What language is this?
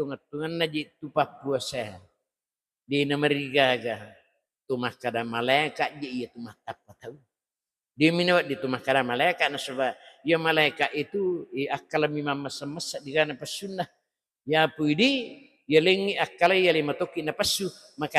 Buginese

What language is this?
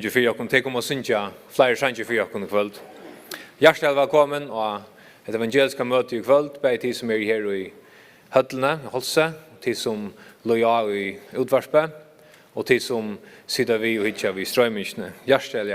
Faroese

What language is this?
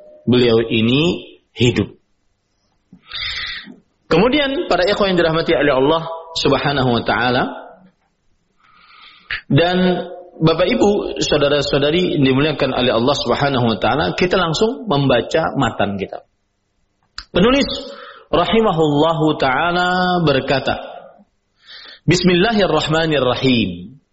Indonesian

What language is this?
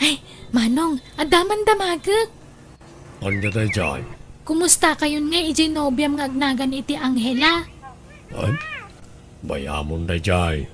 Iloko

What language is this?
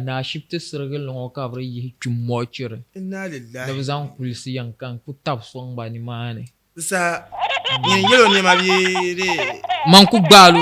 Dagbani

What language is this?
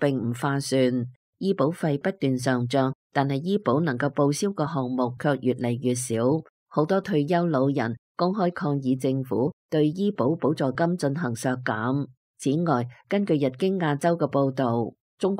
Cantonese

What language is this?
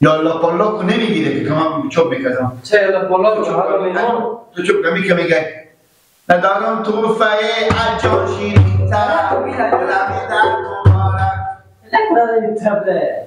Persian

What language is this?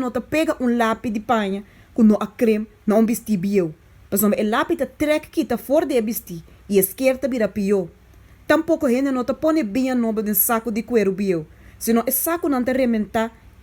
Papiamento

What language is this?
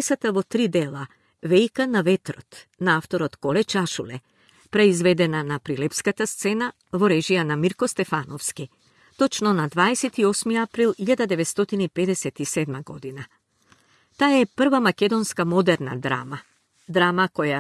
Macedonian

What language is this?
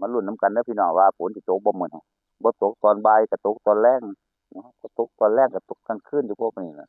Northeastern Thai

